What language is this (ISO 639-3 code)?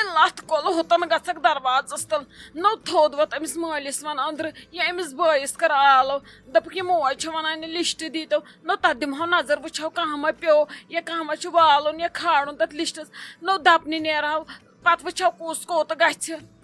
kas